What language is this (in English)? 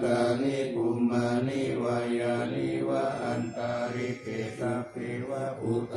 Pali